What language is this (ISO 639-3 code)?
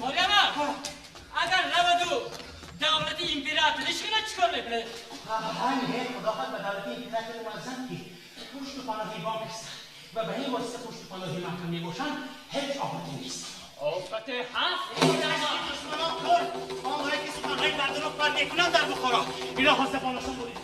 tgk